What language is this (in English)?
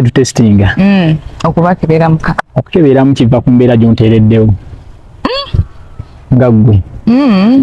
Ganda